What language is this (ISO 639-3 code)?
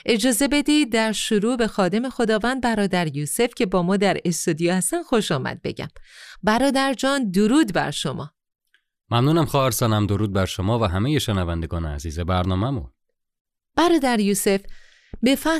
fas